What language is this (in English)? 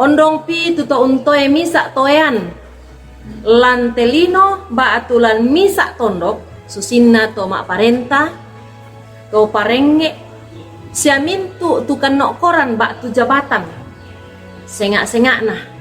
Toraja-Sa'dan